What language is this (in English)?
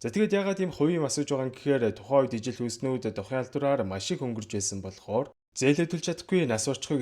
Mongolian